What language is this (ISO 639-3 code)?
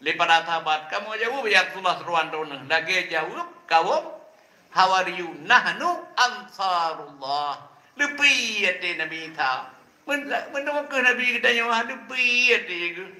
ace